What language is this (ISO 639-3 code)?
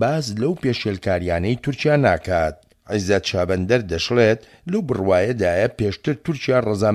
ckb